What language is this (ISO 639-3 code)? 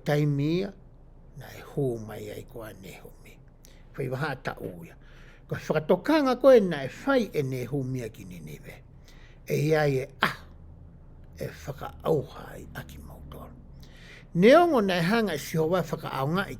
ton